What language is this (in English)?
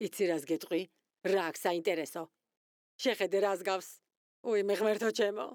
Georgian